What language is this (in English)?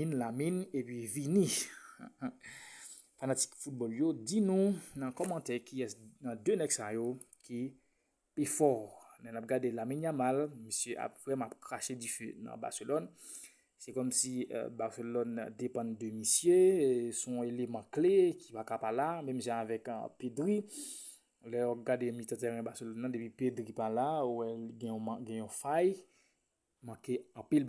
Haitian Creole